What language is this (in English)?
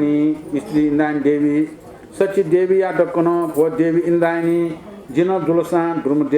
Newari